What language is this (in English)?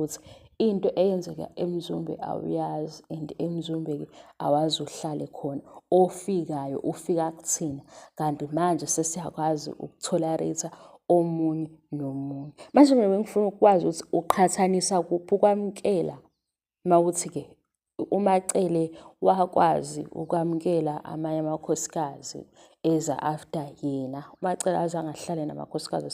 Zulu